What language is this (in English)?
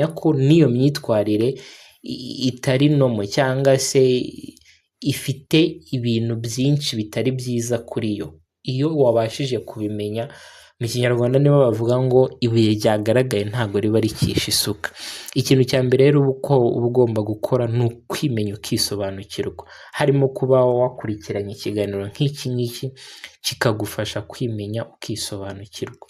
Kinyarwanda